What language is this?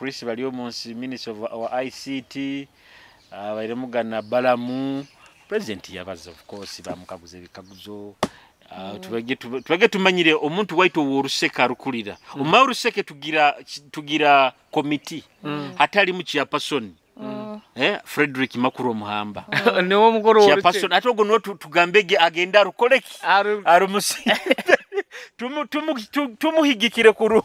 Nyoro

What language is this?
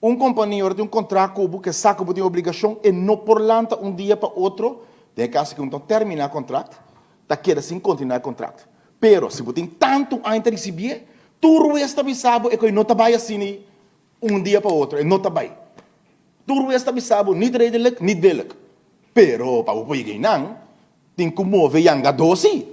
Papiamento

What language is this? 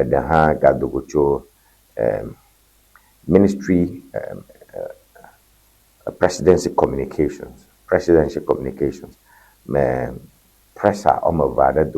Ewe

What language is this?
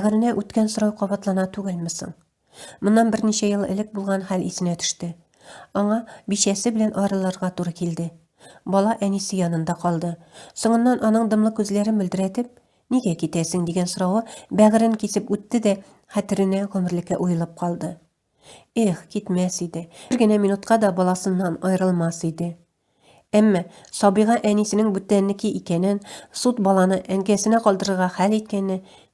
Tatar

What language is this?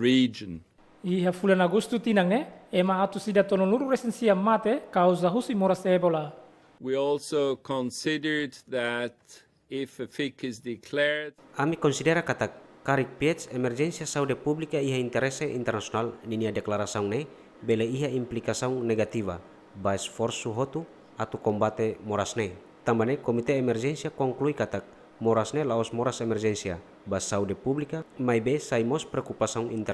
Tetum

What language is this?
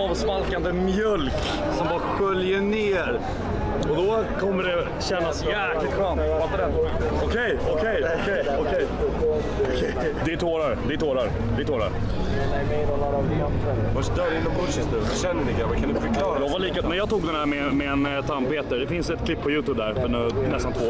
Swedish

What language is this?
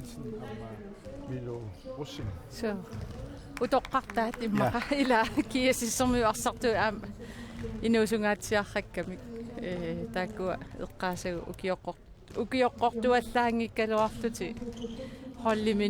Kalaallisut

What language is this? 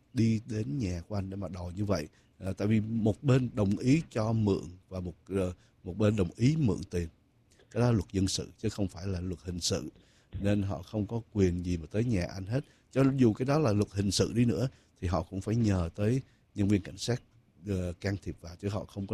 Vietnamese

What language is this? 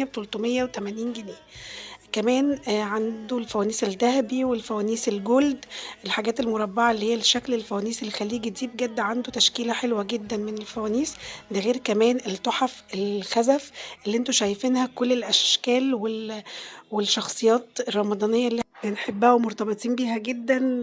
Egyptian Arabic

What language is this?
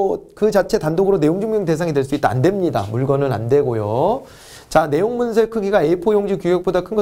Korean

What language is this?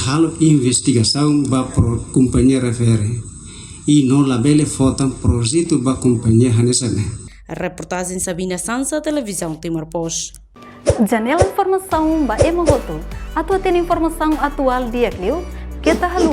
Tetum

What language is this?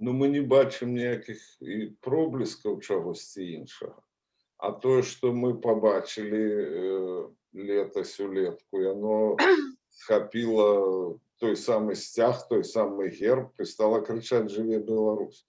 Belarusian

